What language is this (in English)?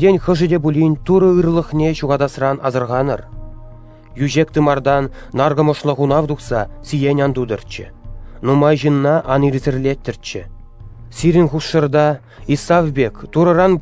Chuvash